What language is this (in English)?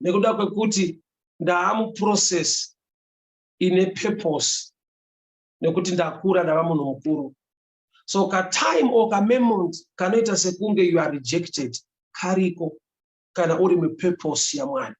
Shona